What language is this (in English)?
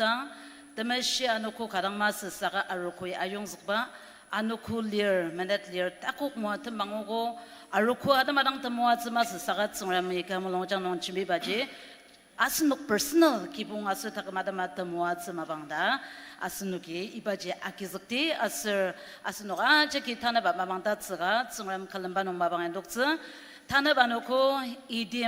Ao Naga